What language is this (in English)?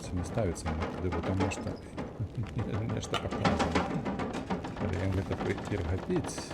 Belarusian